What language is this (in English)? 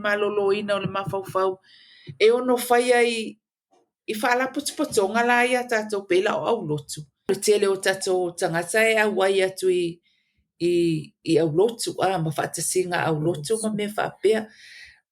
Samoan